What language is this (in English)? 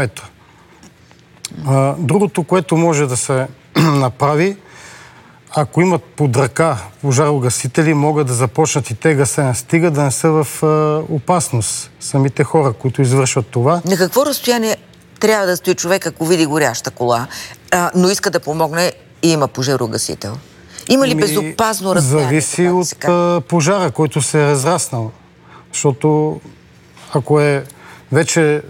Bulgarian